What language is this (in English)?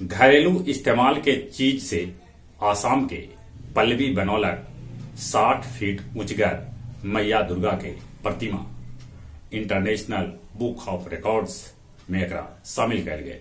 Magahi